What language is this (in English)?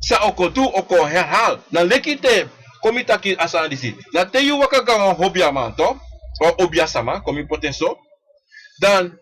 Sranan Tongo